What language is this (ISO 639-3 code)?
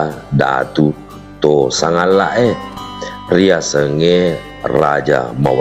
bug